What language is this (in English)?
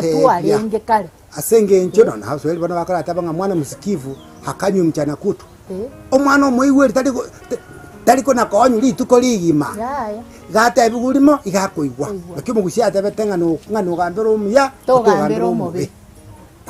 Gusii